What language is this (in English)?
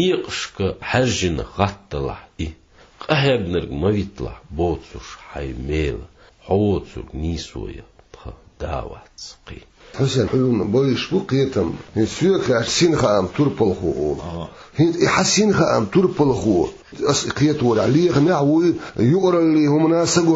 Chechen